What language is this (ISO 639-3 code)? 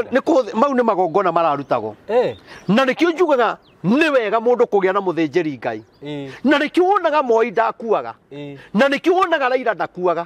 kik